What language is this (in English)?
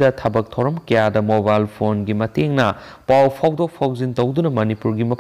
Manipuri